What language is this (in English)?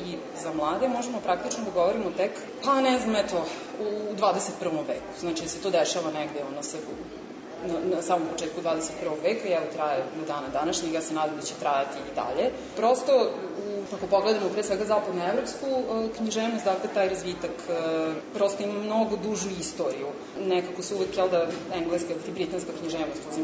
Serbian